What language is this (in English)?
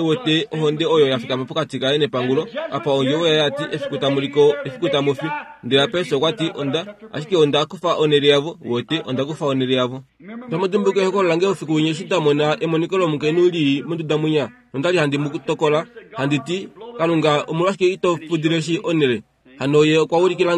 Kuanyama